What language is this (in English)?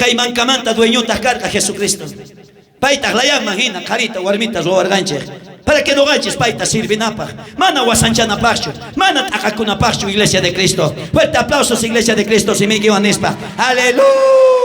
South Bolivian Quechua